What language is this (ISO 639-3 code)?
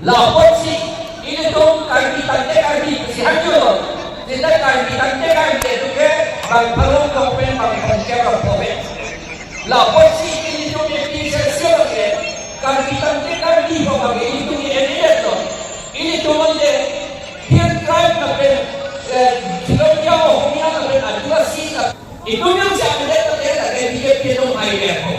mjw